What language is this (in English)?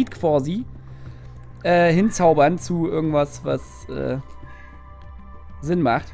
German